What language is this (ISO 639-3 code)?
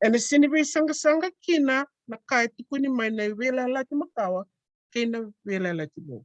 fij